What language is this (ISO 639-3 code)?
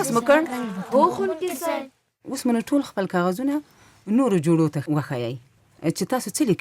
pus